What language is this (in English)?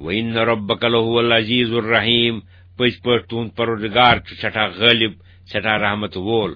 Kashmiri